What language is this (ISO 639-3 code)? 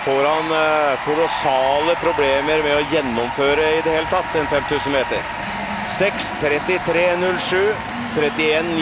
nor